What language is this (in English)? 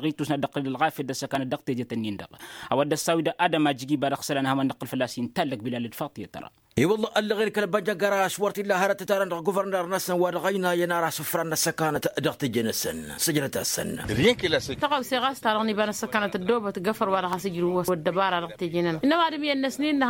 Tamasheq